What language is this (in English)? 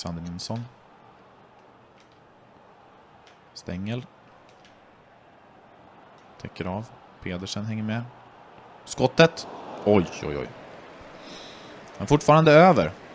Swedish